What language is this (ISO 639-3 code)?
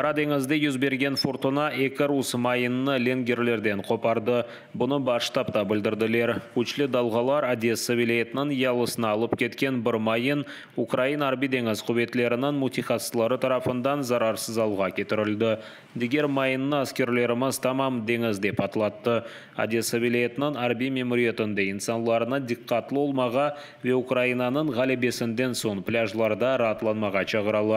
crh